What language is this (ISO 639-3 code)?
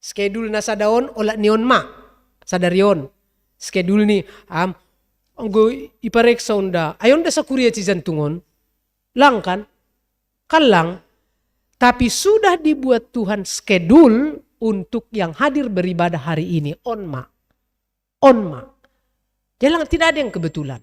bts